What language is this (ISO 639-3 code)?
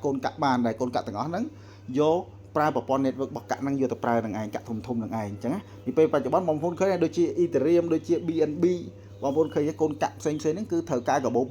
khm